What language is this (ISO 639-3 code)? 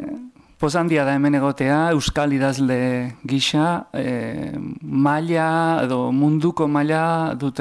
eus